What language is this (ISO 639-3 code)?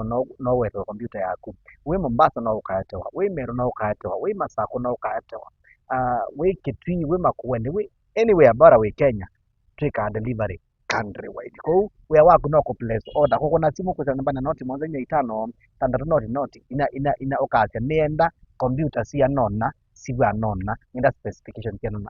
kam